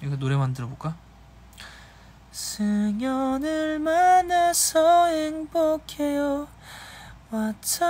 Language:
Korean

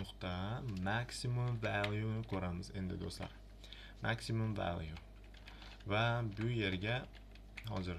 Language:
Uzbek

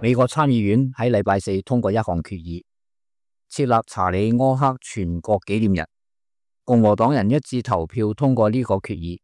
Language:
Cantonese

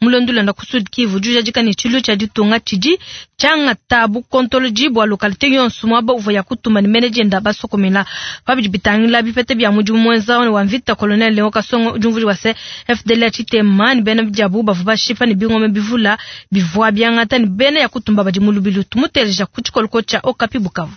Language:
Luba-Lulua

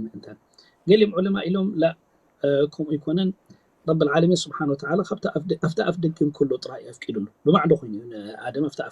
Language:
Tigrinya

